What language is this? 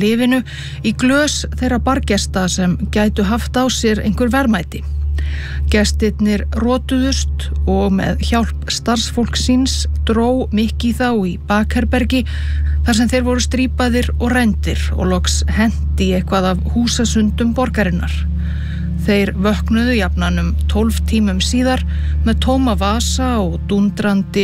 Icelandic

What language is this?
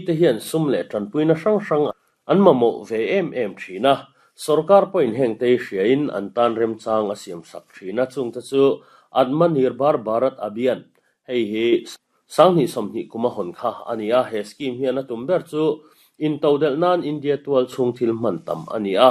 Mizo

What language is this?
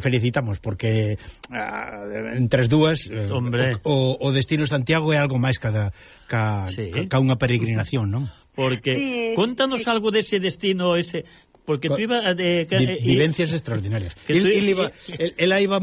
Galician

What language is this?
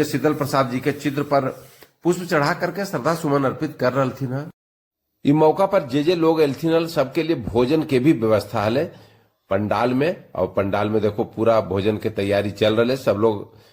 Magahi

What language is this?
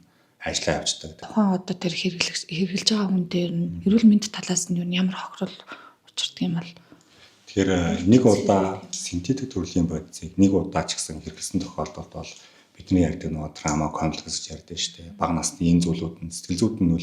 Mongolian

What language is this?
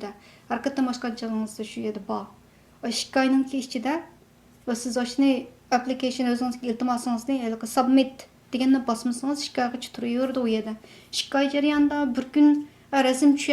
Uyghur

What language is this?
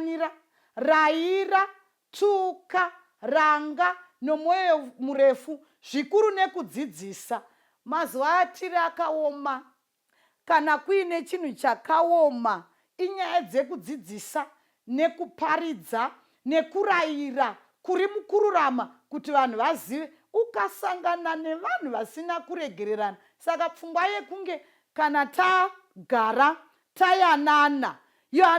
Shona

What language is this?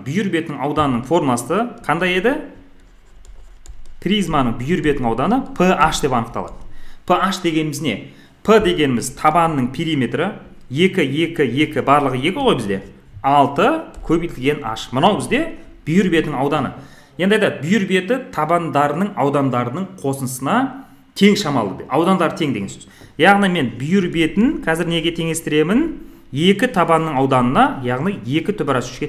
Kazakh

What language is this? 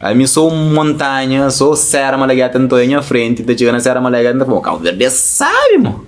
Kabuverdianu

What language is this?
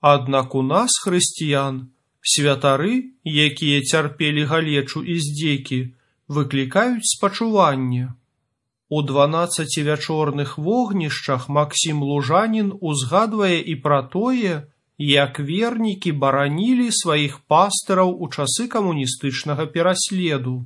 Belarusian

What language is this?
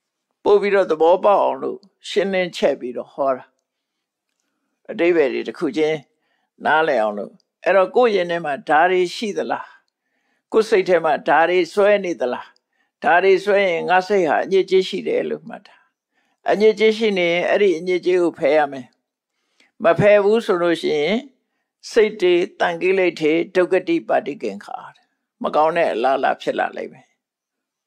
Burmese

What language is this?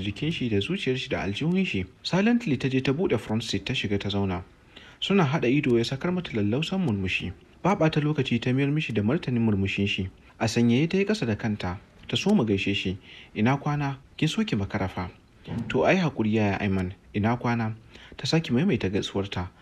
Hausa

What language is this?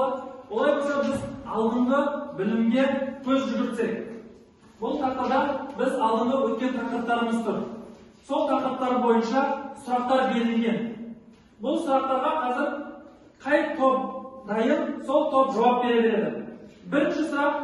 Kazakh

